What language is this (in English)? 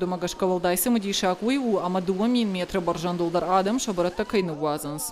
Ossetic